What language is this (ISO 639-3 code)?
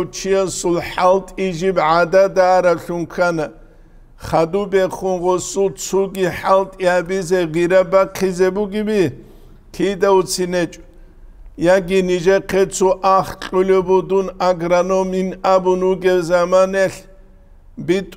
ava